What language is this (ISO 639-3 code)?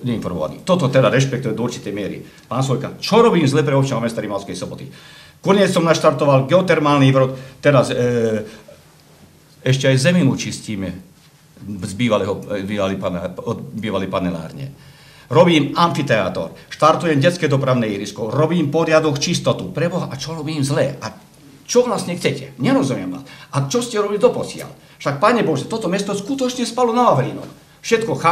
slk